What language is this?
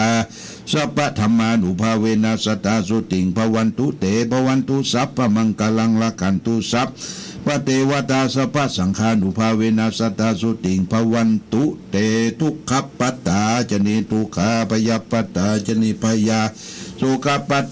Pali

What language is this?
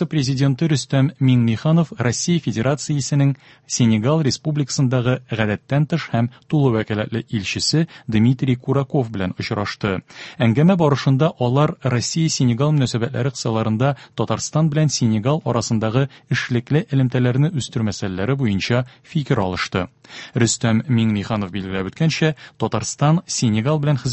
Tatar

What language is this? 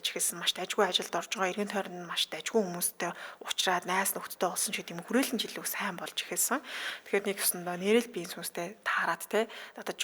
Mongolian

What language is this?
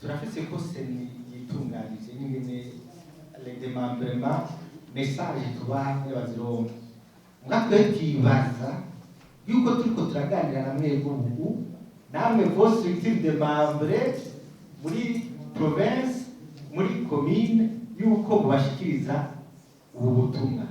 Rundi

